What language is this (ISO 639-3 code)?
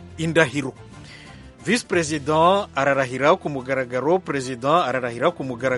kin